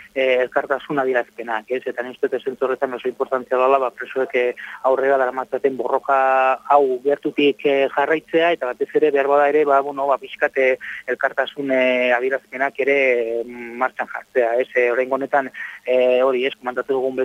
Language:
Basque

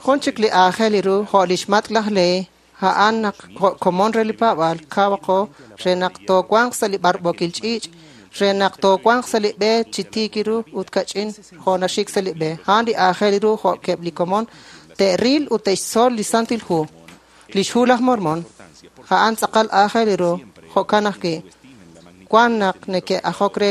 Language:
Kekchí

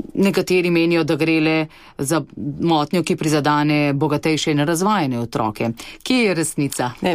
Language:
Slovenian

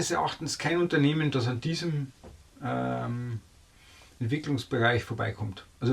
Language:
Bavarian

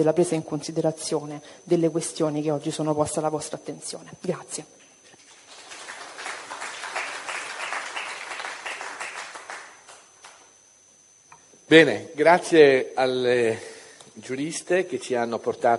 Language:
Italian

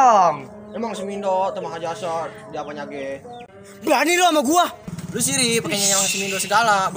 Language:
Betawi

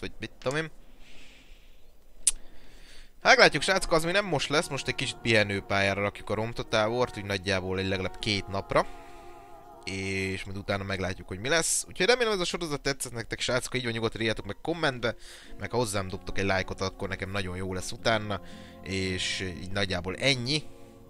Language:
Hungarian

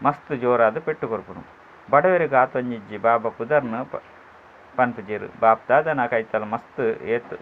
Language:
Tulu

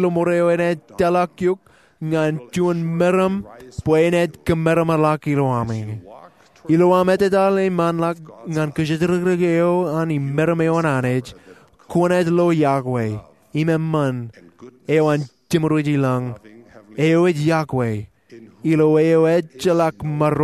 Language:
Marshallese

